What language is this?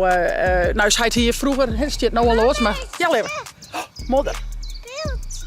Western Frisian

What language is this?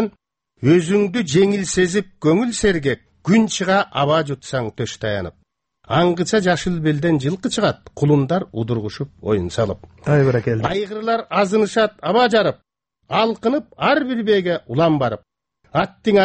Kyrgyz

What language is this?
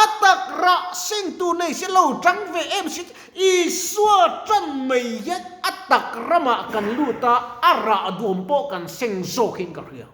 Mizo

